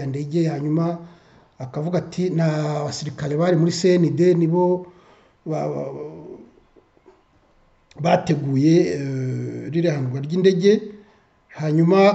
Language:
Kinyarwanda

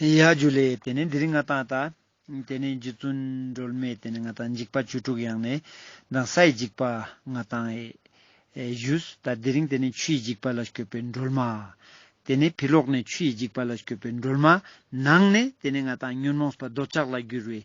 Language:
Ladakhi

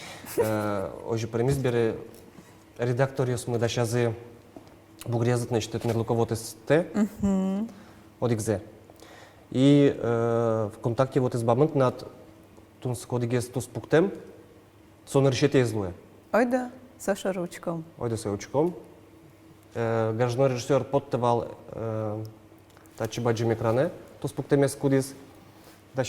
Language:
Udmurt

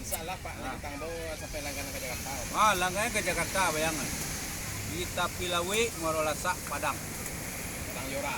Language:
Minangkabau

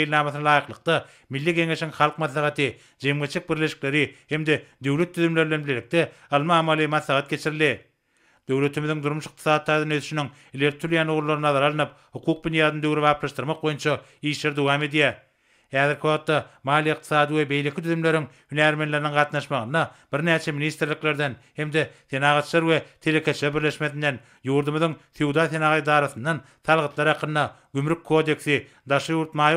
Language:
Turkmen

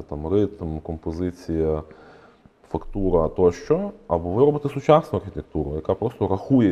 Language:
Ukrainian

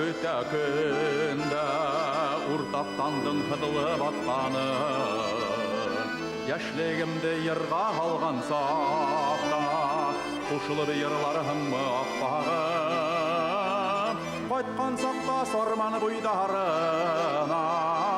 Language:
Bashkir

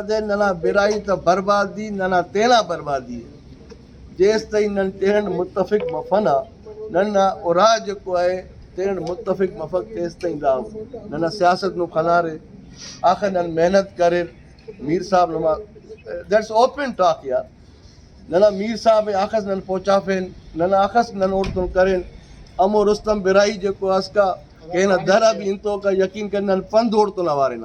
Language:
Brahui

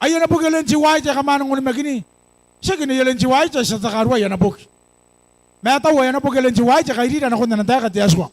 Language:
Gilbertese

